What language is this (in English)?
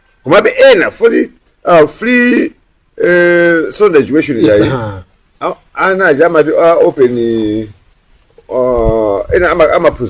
Nyanja